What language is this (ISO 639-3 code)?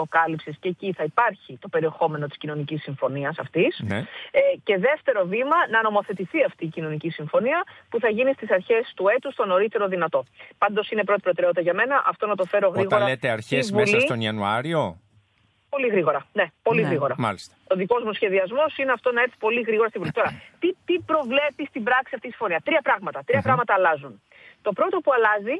ell